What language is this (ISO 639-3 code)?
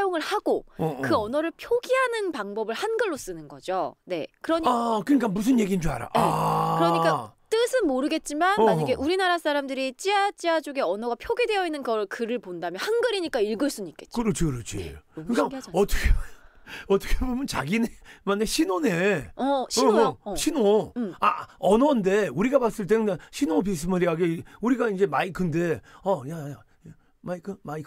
kor